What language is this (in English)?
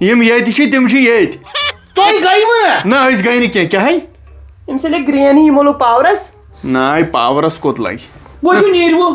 Kashmiri